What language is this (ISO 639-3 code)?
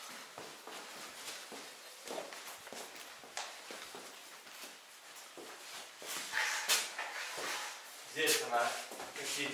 rus